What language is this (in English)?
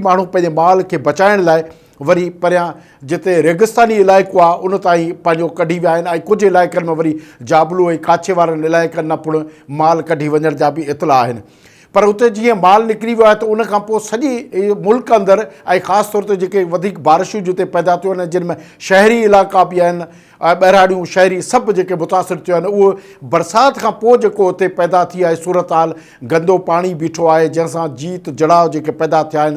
Sindhi